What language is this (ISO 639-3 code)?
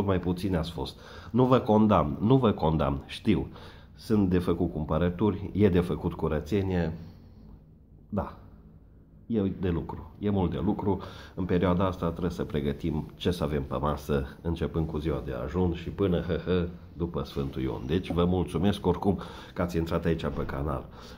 ron